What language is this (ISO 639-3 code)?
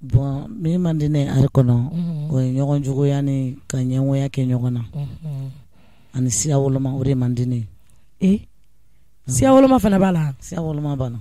bam